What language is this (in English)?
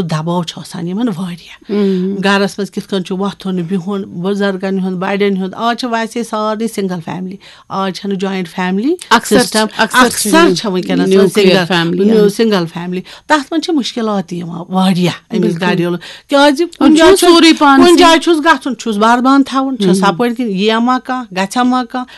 Kashmiri